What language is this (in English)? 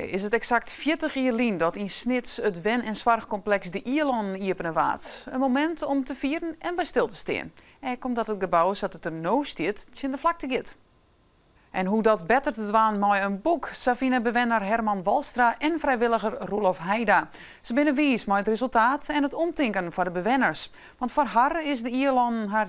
Western Frisian